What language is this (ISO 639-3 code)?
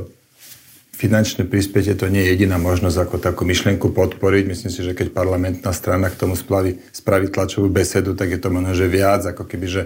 slk